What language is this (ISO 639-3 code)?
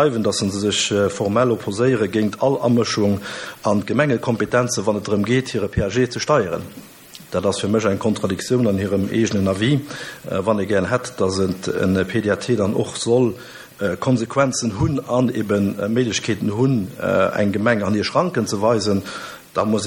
ltz